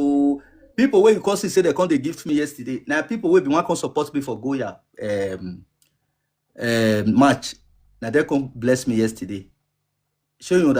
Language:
Nigerian Pidgin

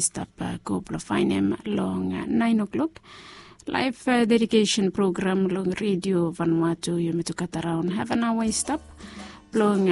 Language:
Bislama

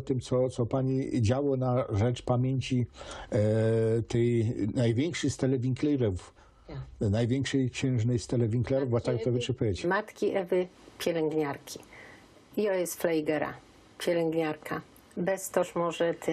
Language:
Silesian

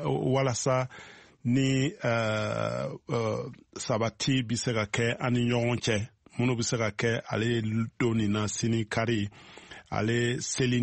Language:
Bambara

